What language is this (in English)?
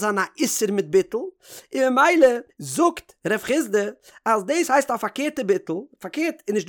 Yiddish